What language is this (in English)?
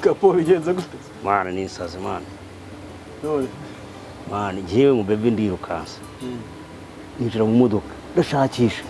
Kinyarwanda